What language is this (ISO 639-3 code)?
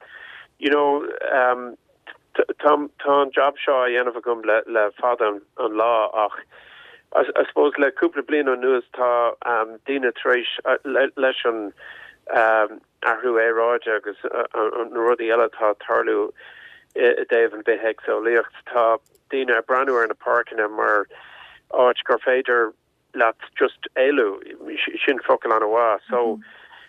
gle